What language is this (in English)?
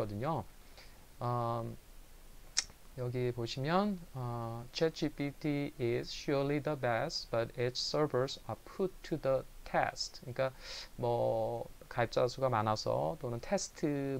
Korean